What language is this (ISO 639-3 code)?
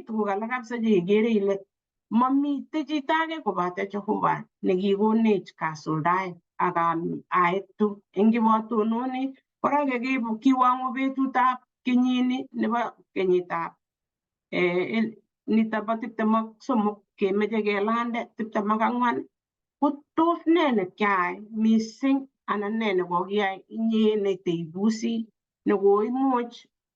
kln